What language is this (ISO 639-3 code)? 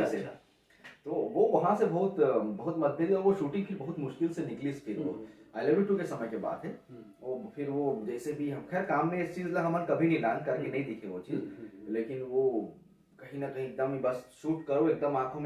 hne